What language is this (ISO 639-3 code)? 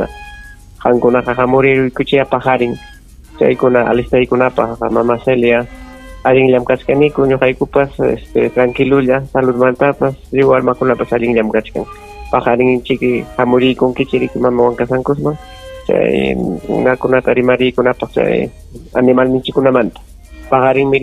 quy